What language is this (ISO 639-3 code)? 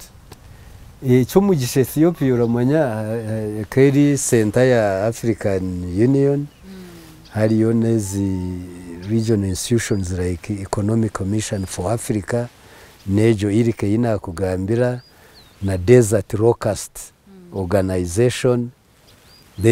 nyn